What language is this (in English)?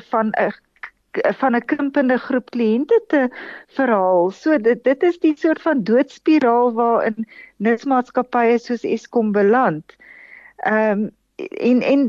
Afrikaans